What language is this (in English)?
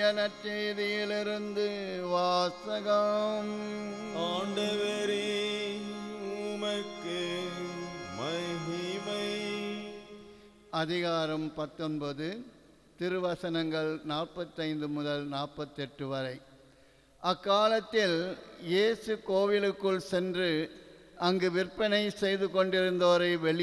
Tamil